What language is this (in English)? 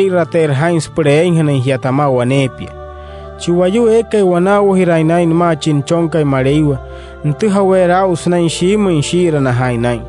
Wayuu